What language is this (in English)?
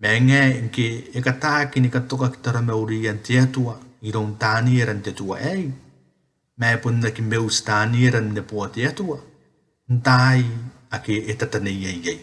Gilbertese